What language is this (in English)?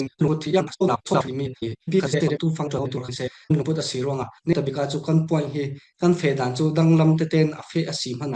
Falam Chin